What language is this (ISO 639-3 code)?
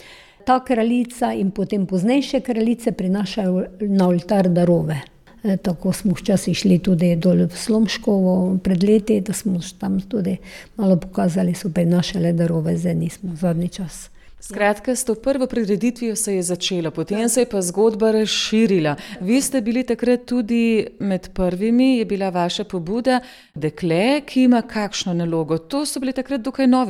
slv